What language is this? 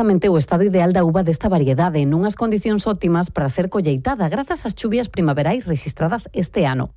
Galician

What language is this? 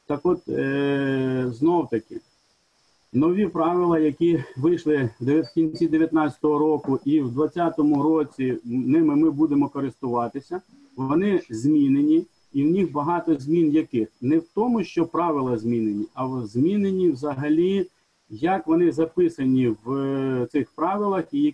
Ukrainian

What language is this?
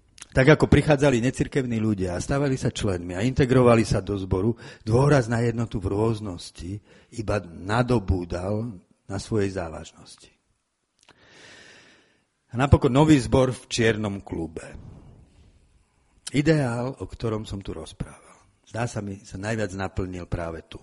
Slovak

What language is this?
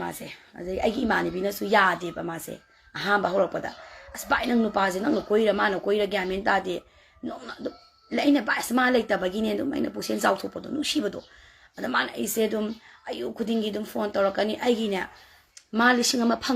Manipuri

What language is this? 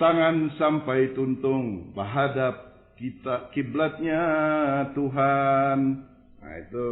Banjar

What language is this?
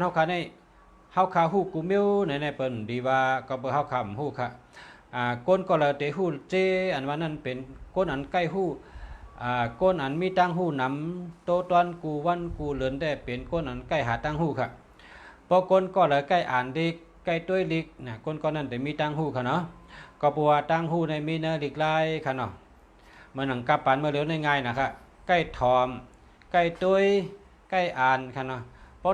Shan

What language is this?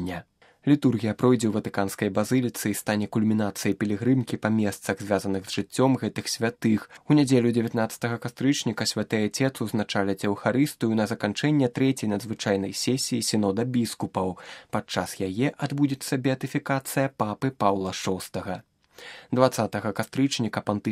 Belarusian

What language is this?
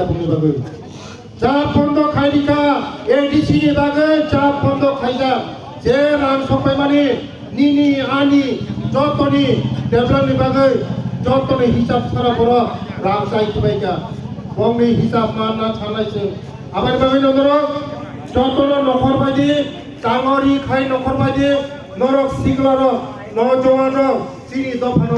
Kok Borok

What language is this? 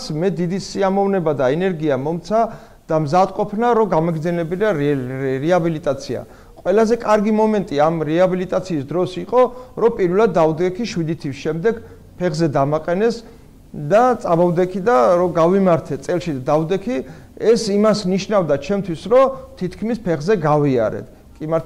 Georgian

